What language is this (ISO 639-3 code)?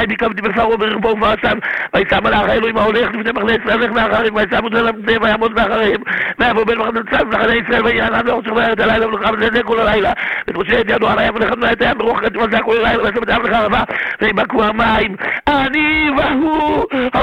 heb